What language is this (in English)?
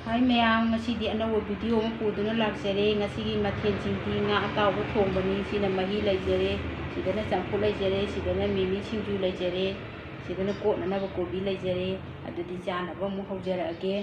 Manipuri